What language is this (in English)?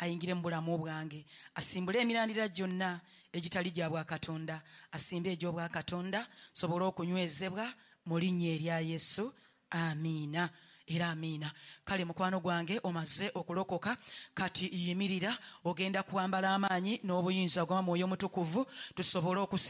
Ganda